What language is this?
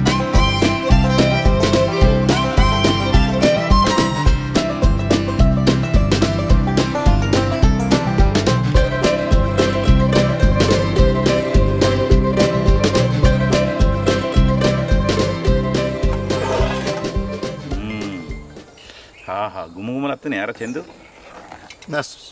Telugu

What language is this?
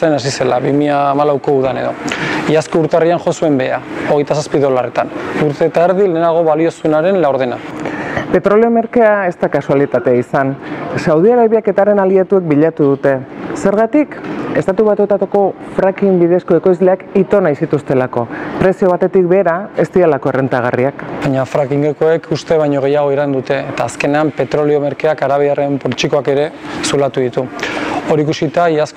Basque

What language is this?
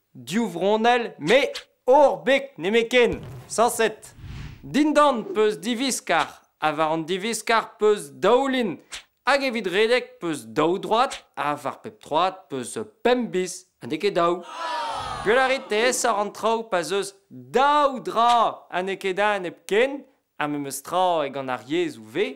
Breton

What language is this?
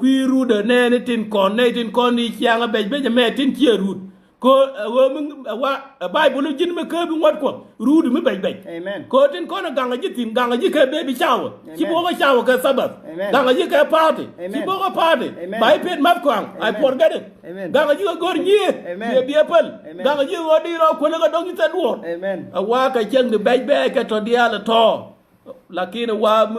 Nuer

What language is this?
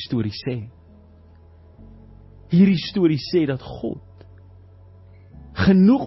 Afrikaans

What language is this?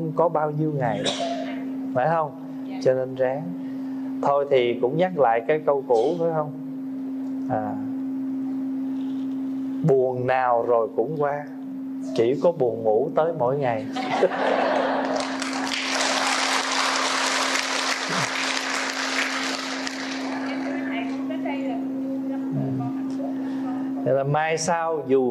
Vietnamese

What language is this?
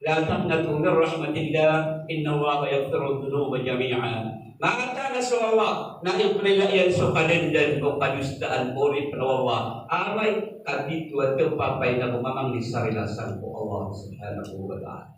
Maranao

